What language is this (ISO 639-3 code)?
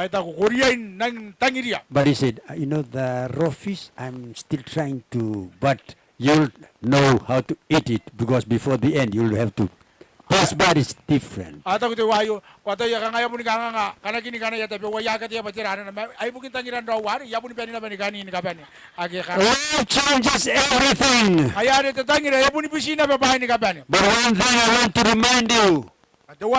gil